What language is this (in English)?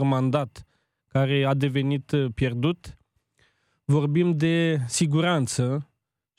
Romanian